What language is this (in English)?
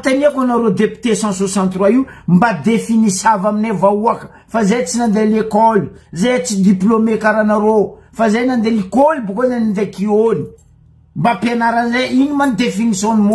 Malagasy